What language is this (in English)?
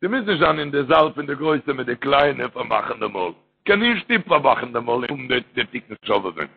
Yiddish